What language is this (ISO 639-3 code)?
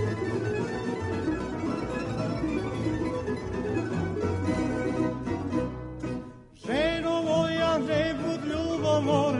srp